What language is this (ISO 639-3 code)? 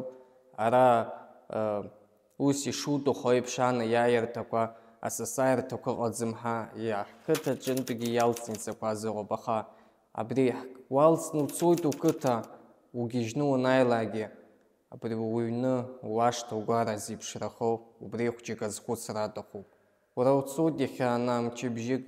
abk